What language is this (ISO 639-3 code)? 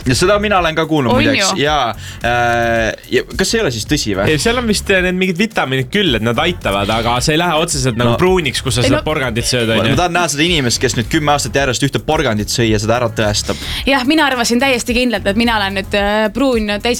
est